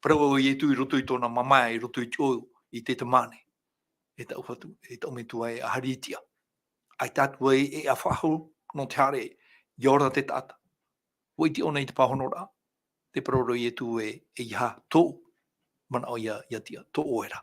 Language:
Tahitian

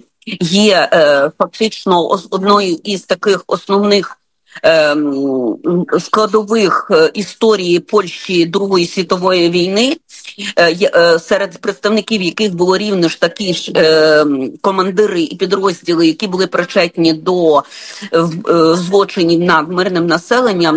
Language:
Ukrainian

